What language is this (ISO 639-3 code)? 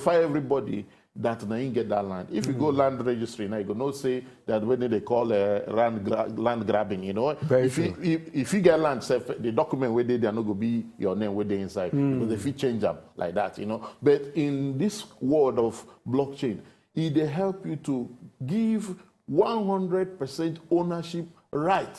pcm